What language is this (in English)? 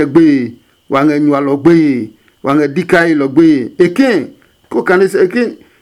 Adangme